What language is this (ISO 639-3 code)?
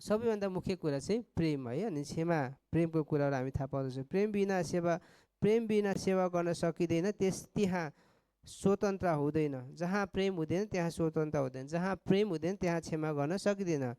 nep